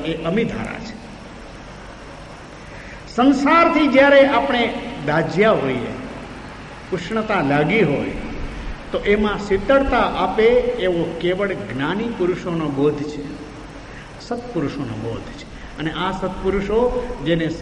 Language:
Gujarati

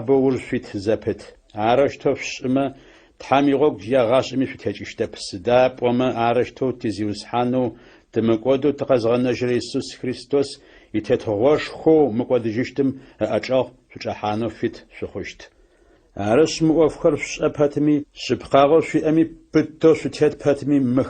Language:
Adyghe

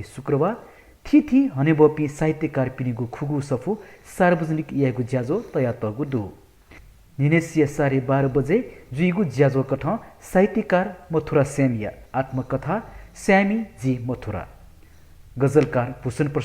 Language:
Newari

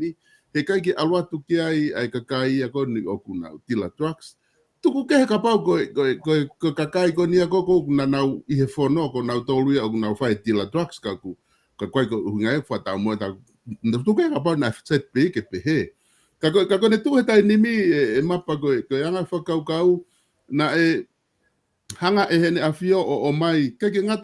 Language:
Tongan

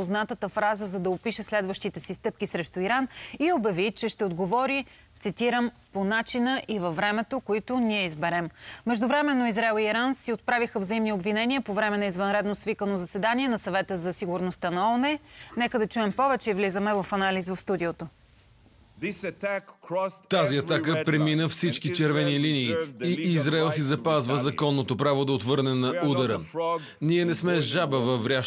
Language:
Bulgarian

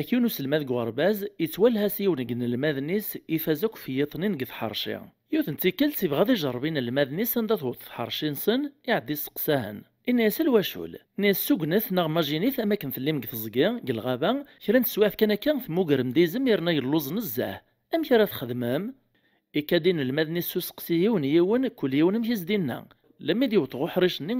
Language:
Kabyle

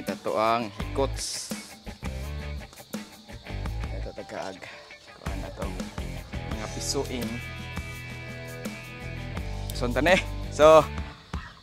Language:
Cebuano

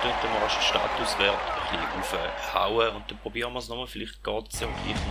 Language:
Swiss German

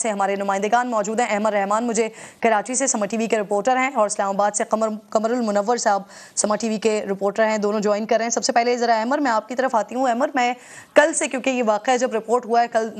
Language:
Urdu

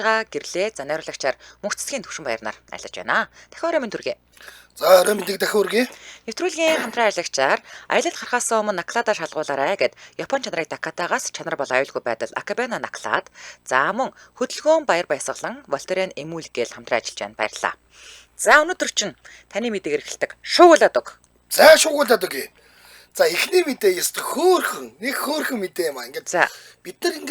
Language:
Mongolian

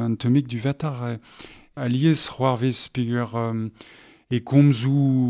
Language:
Breton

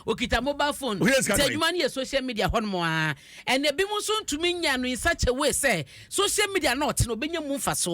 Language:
Akan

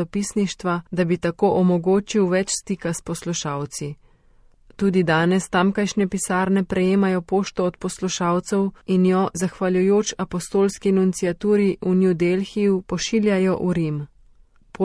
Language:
Slovenian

